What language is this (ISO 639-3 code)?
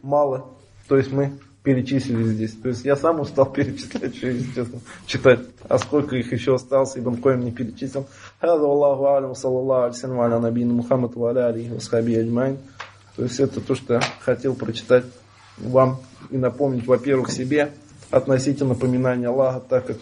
rus